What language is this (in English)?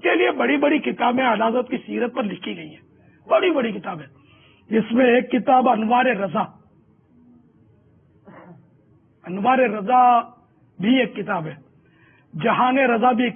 Urdu